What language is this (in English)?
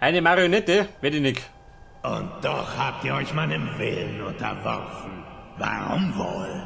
Bavarian